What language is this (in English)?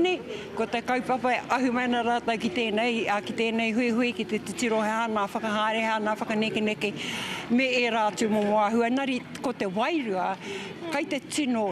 Māori